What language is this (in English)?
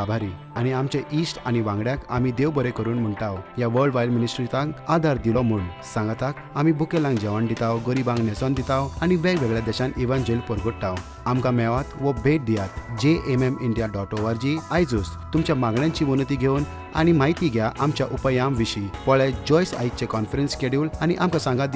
Konkani